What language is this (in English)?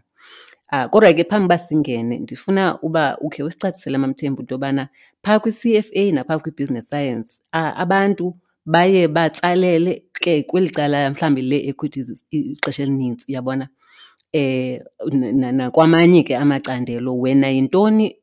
Xhosa